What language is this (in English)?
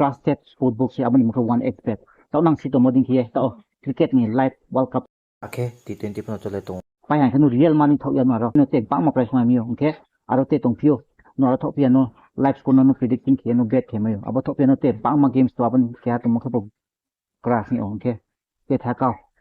Riang (India)